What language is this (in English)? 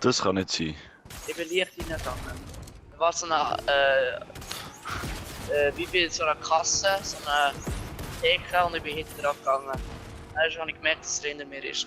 Swiss German